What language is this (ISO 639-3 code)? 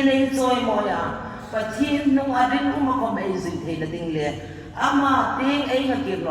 hmr